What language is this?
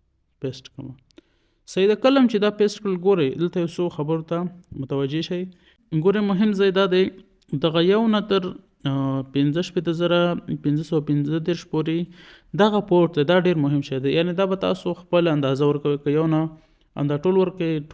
Pashto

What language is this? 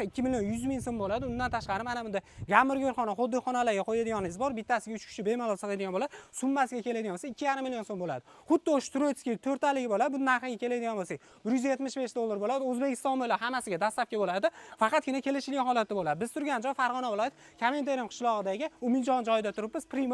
Uzbek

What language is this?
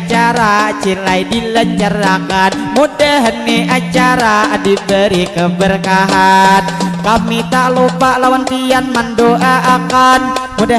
Banjar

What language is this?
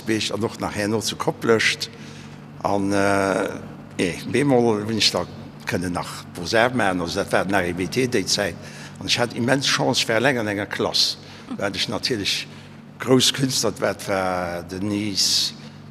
Luxembourgish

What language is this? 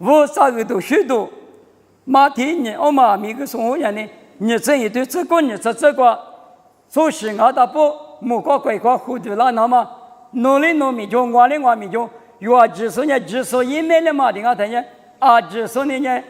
Lisu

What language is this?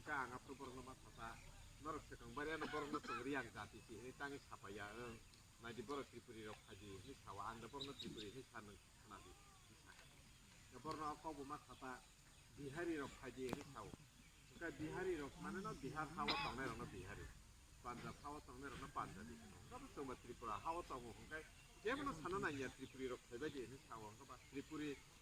Kok Borok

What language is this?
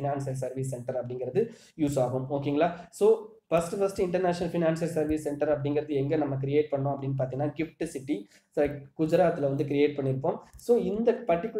Tamil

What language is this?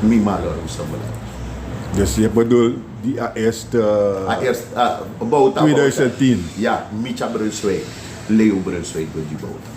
Sranan Tongo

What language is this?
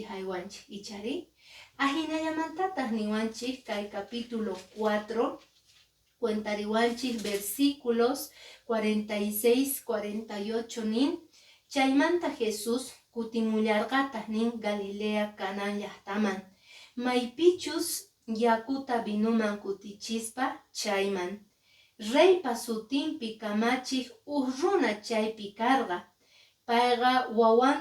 Quechua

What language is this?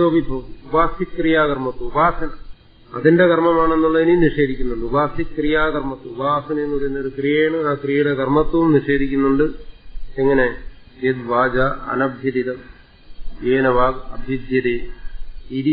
Malayalam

